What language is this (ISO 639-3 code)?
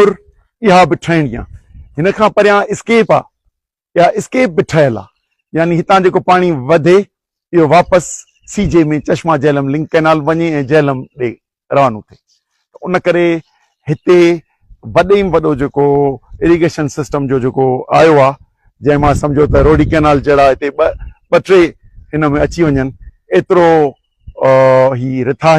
snd